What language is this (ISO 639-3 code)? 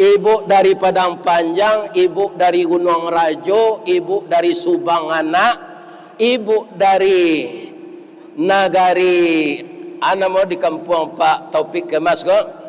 min